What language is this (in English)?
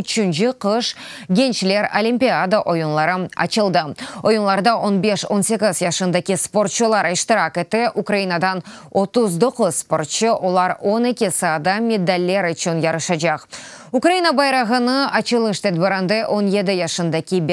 Crimean Tatar